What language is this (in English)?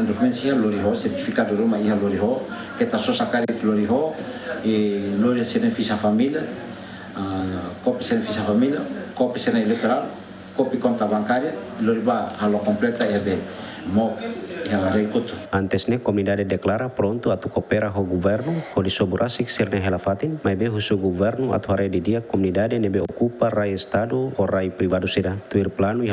Tetum